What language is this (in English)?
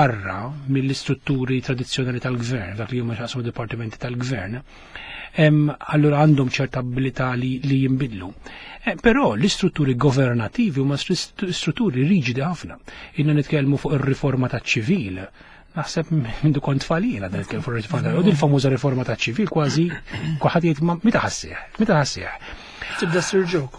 Maltese